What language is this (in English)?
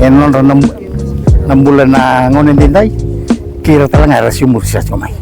Fijian